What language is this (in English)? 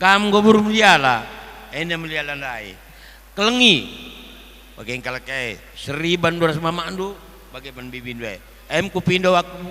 Batak Karo